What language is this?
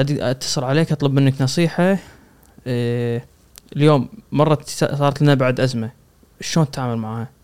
Gulf Arabic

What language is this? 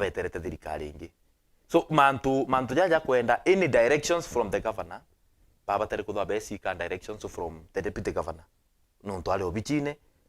Meru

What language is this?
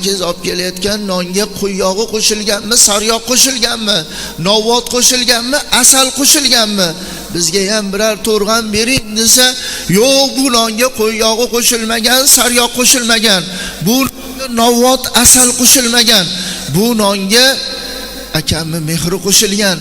Uzbek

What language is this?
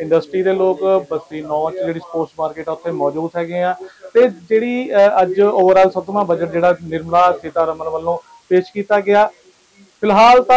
Punjabi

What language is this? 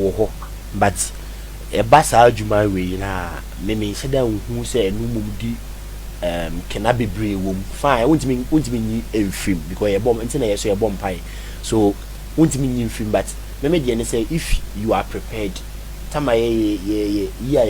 Akan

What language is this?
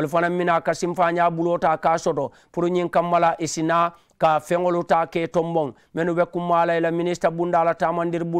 Mandingo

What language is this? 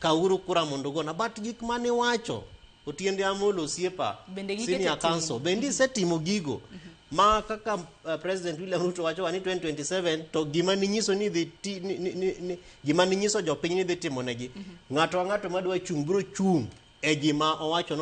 Luo (Kenya and Tanzania)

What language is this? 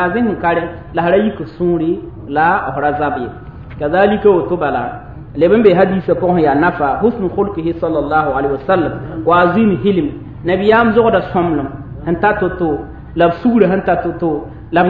Mossi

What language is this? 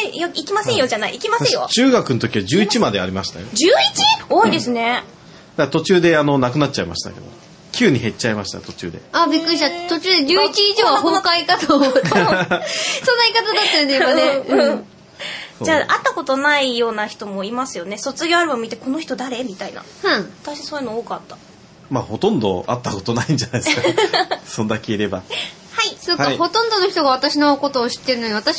Japanese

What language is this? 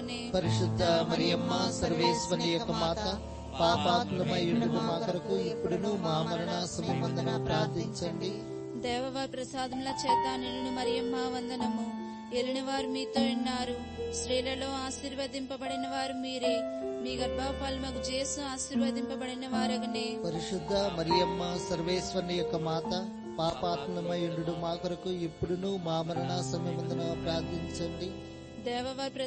Telugu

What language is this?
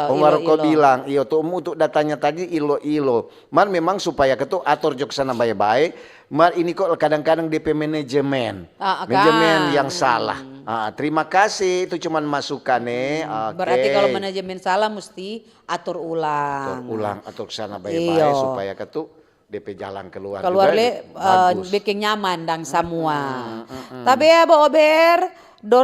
Manado Malay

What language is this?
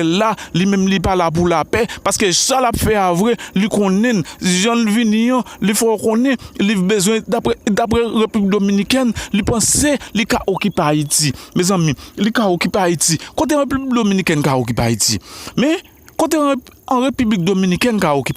Haitian Creole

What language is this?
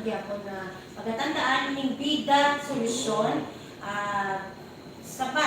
Hiligaynon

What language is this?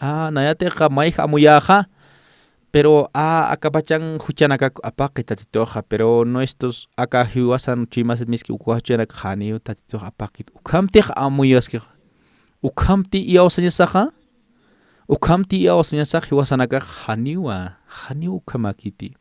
Aymara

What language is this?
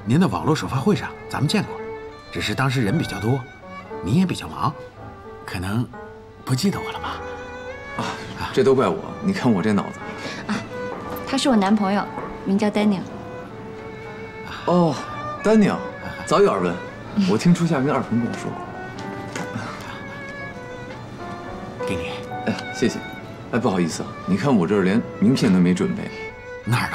Chinese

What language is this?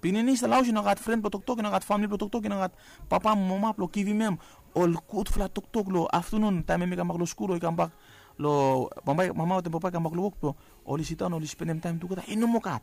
Bislama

